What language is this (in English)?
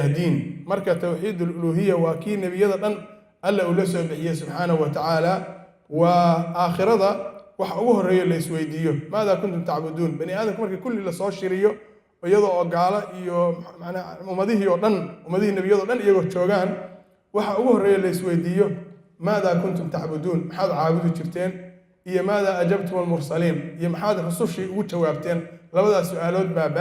Somali